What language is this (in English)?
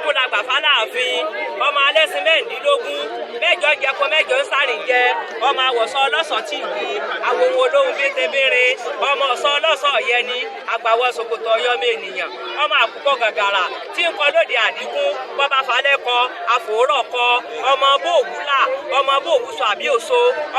Yoruba